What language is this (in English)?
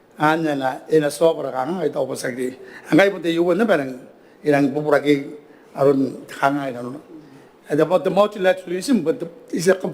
Gilbertese